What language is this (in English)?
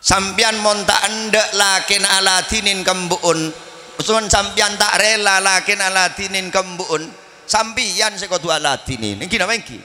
Madurese